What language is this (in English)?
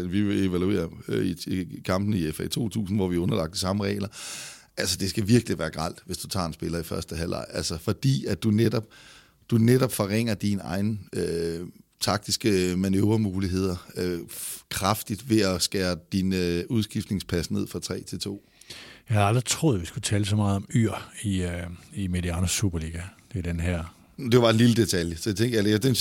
Danish